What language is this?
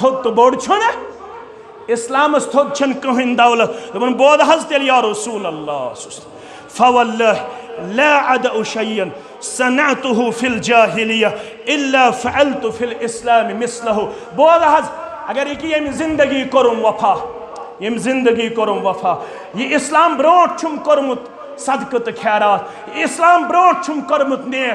Kashmiri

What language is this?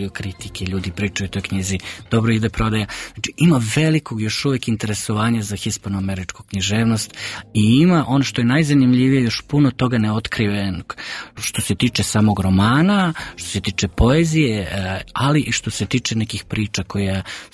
Serbian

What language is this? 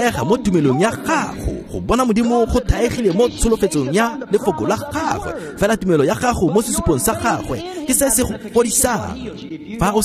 Tswana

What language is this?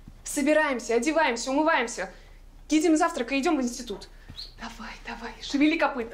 Russian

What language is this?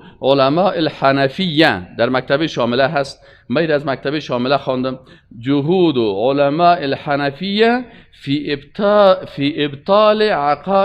Persian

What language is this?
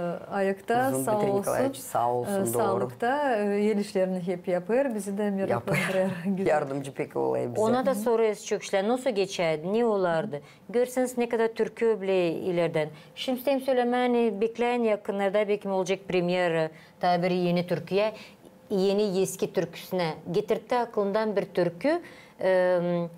Gagauz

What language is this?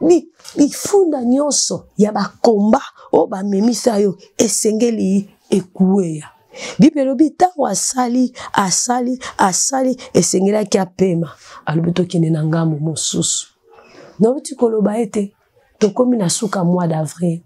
Lingala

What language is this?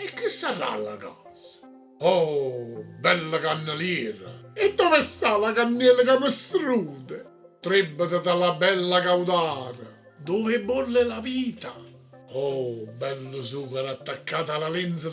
Neapolitan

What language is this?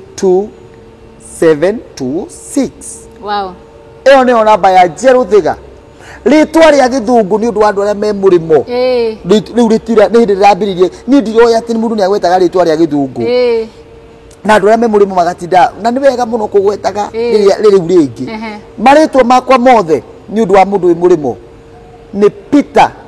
Kikuyu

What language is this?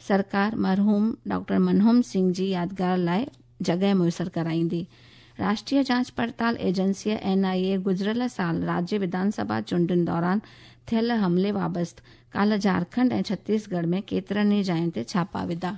Sindhi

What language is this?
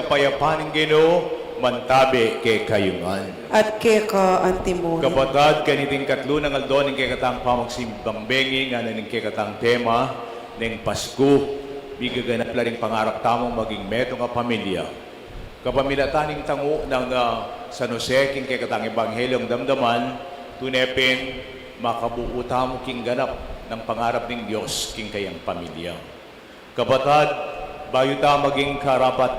Pampanga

